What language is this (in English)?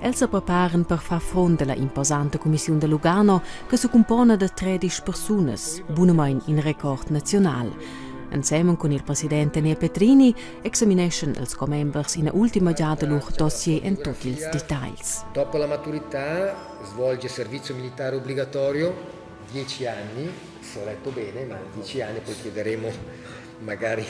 Romansh